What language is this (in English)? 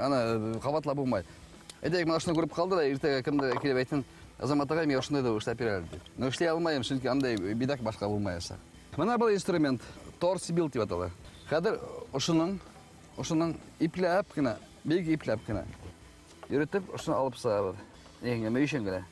Bashkir